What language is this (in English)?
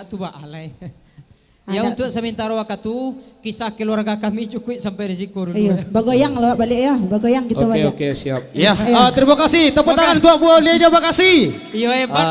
Minangkabau